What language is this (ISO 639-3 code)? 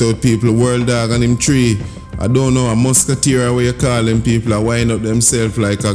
jam